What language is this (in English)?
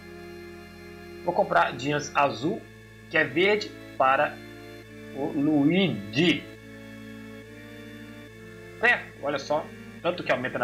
Portuguese